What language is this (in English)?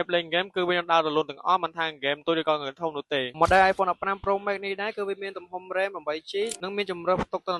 Khmer